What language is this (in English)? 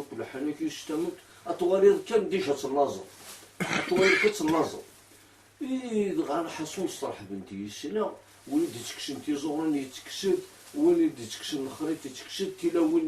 Kabyle